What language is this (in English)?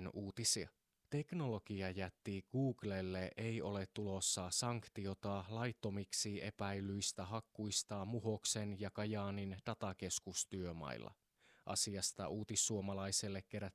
Finnish